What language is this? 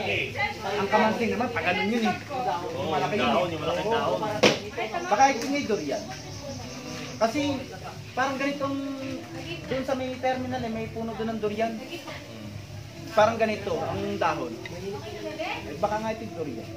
Filipino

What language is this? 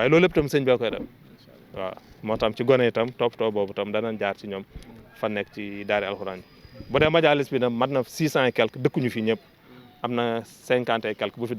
Wolof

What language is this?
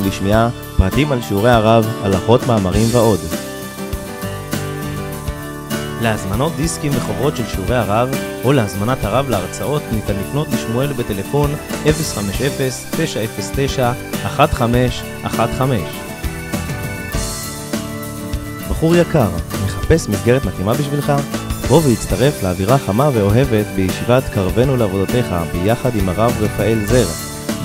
Hebrew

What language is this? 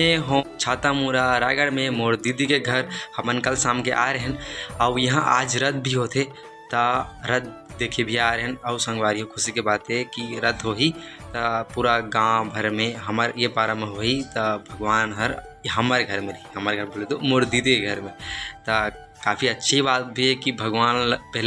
Chhattisgarhi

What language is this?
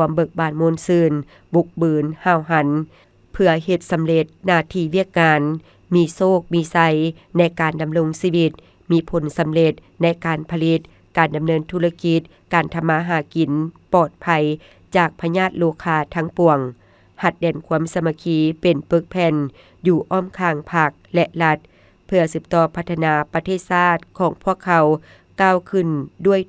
Lao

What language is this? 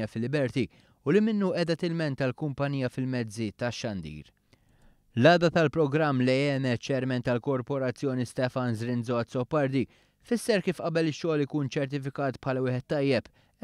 Maltese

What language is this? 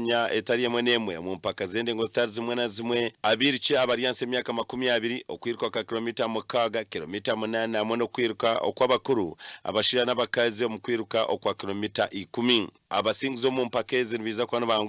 Nyankole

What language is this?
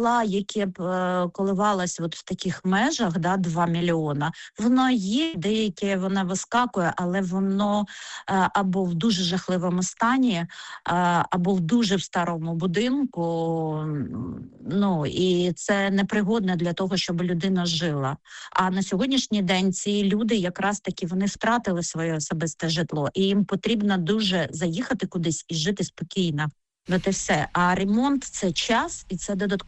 Ukrainian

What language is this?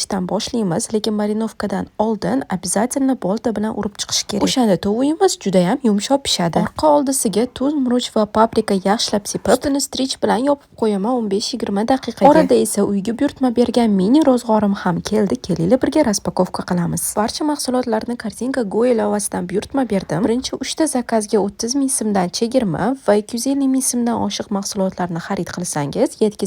Uzbek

